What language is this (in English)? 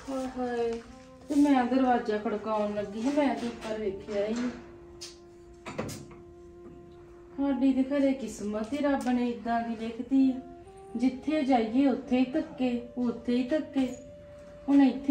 Punjabi